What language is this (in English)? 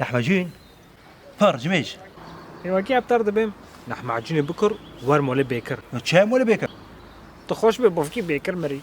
Kurdish